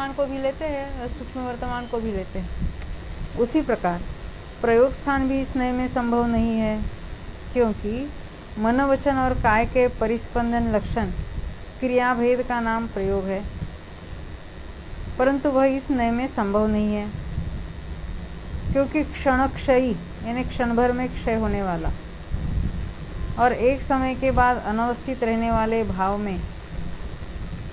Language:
Hindi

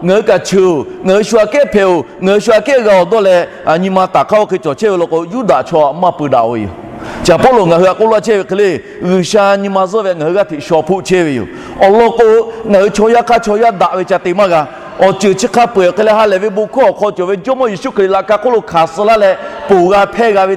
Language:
Lahu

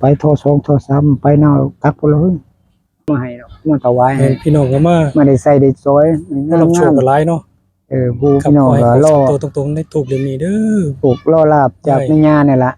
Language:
Northeastern Thai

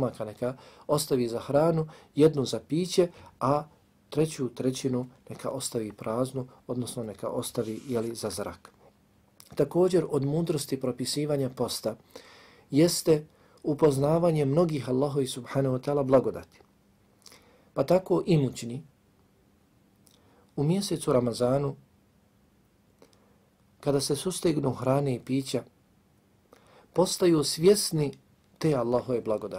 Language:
Bosnian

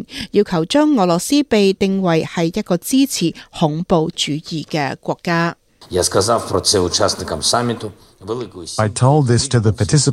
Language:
Cantonese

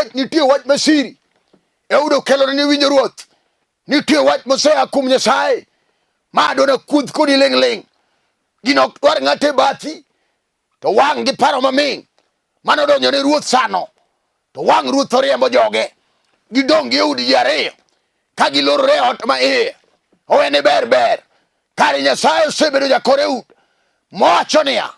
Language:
Luo (Kenya and Tanzania)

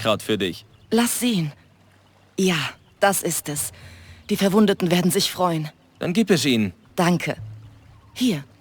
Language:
Bavarian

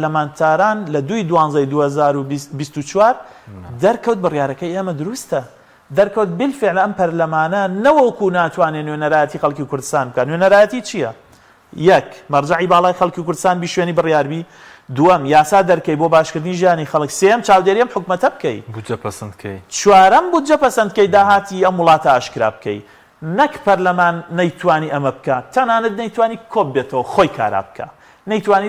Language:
Central Kurdish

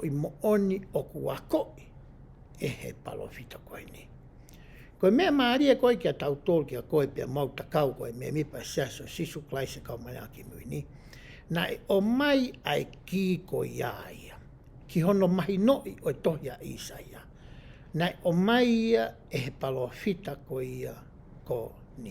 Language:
Tongan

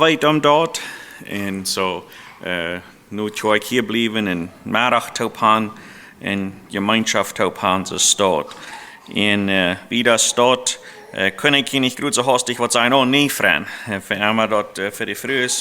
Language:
Plautdietsch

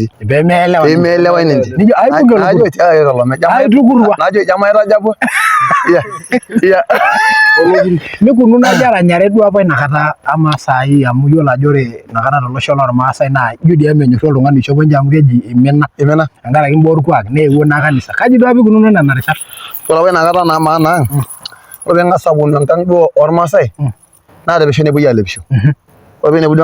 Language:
Masai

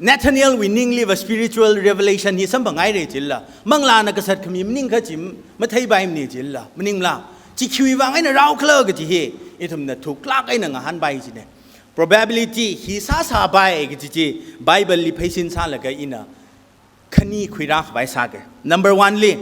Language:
Tangkhul Naga (India)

